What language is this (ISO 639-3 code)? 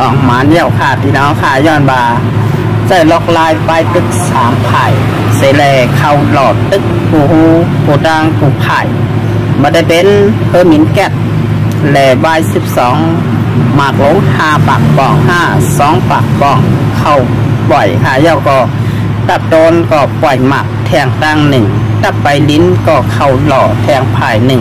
shn